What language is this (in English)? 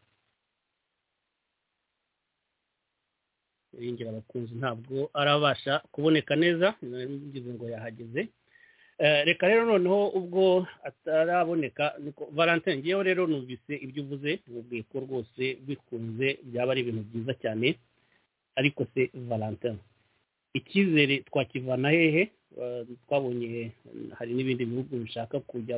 Kinyarwanda